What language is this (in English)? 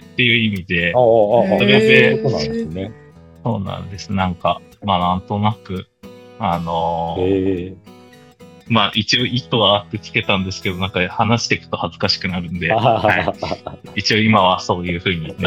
Japanese